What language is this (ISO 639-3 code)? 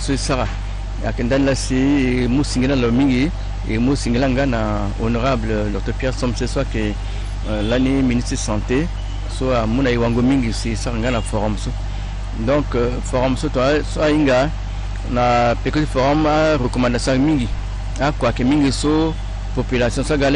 sag